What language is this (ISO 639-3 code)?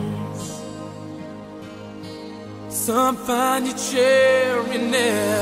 afr